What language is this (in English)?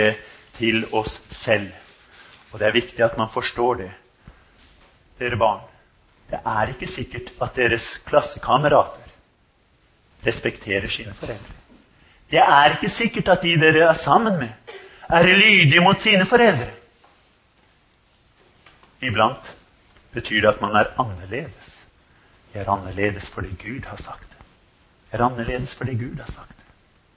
Norwegian